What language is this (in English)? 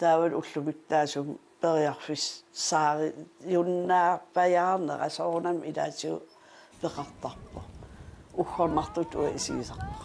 Kalaallisut